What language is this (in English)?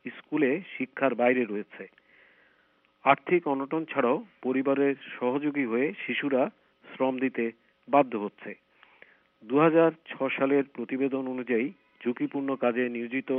Bangla